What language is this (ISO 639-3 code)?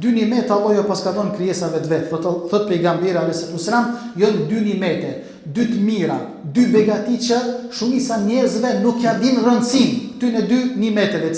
sqi